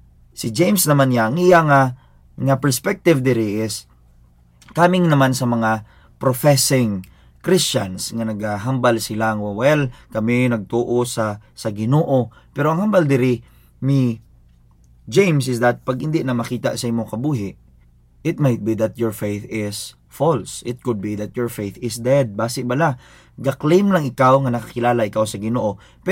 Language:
Hiligaynon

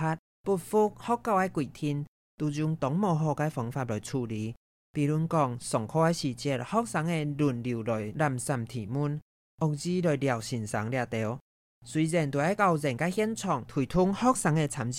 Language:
Hakka Chinese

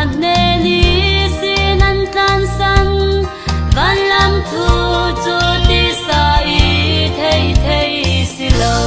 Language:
Falam Chin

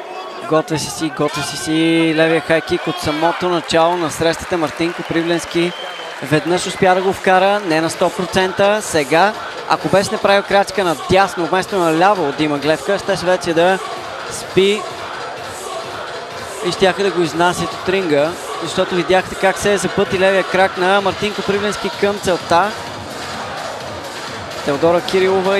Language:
Bulgarian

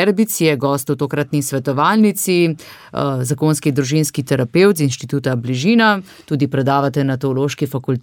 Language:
Slovenian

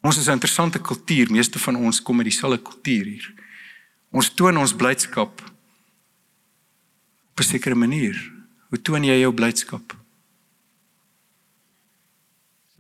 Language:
Afrikaans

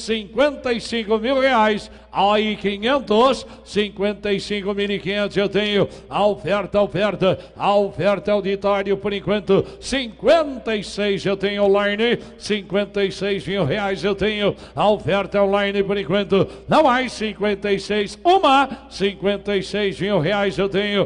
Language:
Portuguese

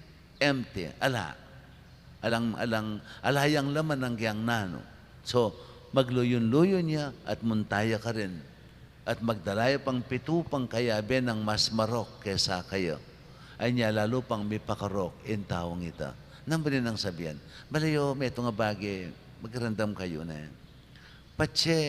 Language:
Pampanga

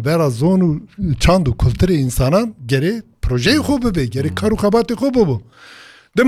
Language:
Kurdish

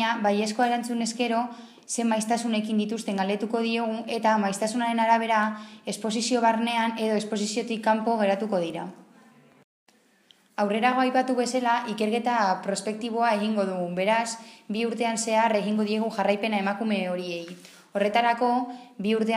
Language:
Basque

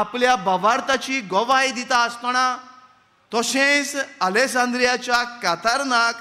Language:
Konkani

